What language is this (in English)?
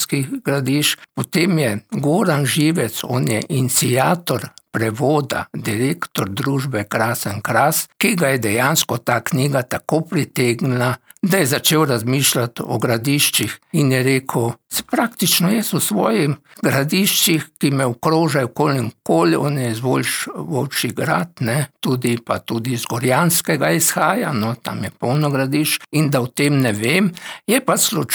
Slovenian